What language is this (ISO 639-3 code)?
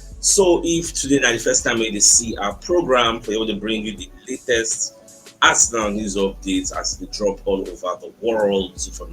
pcm